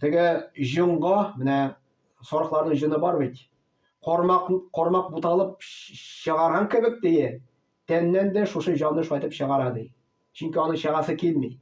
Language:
Tatar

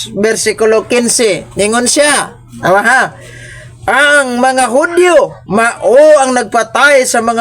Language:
Cebuano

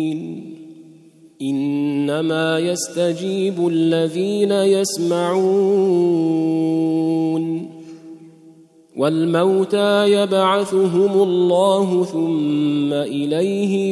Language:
Arabic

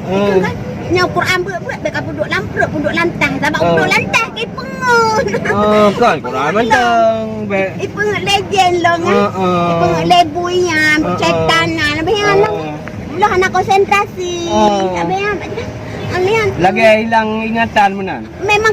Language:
Achinese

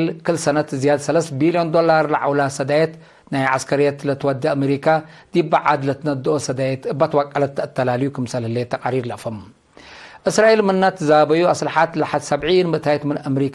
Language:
Tigre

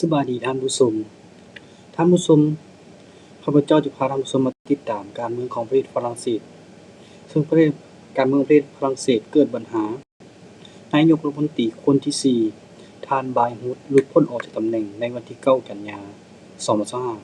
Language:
Lao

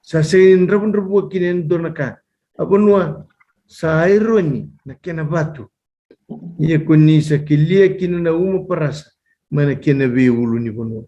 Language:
Fijian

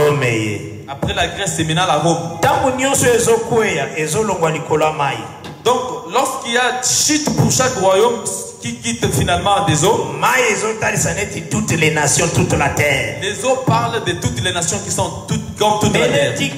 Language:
French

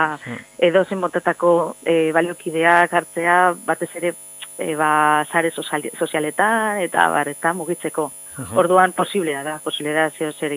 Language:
Basque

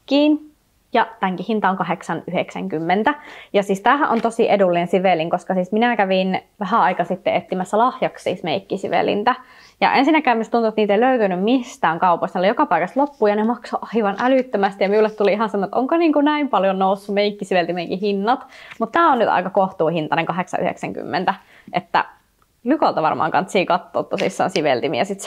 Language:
Finnish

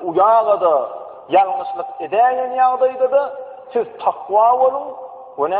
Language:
Turkmen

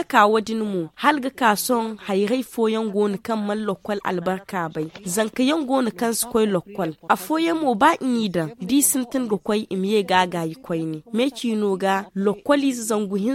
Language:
Zarma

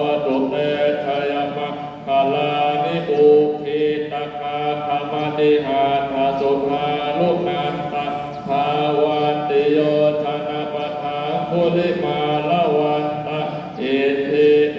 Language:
Pali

